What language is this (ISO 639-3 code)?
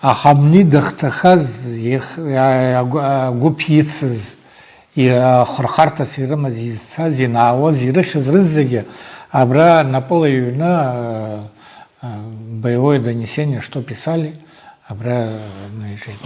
abk